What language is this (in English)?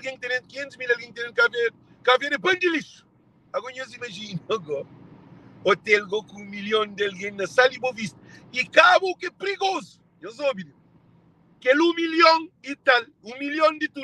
Kabuverdianu